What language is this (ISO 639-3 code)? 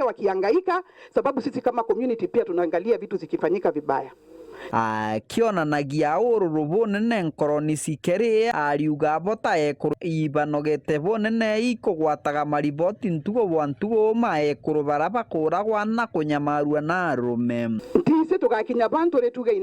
mer